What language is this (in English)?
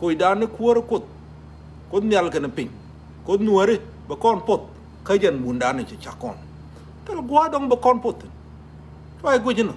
Nuer